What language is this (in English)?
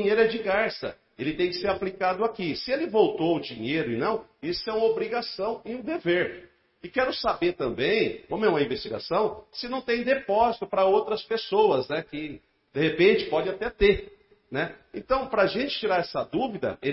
Portuguese